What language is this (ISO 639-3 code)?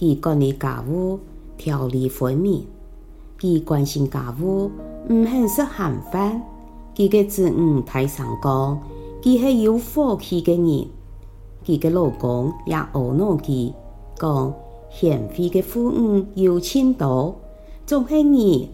hak